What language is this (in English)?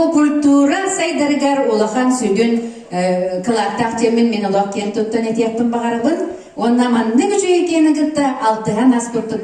Yakut